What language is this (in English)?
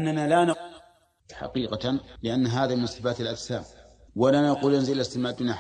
Arabic